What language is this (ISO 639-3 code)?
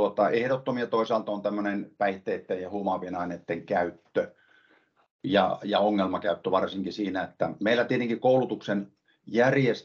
fin